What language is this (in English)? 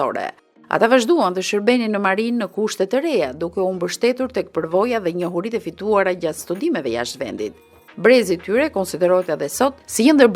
Albanian